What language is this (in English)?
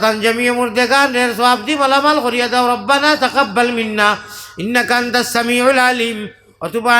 Sylheti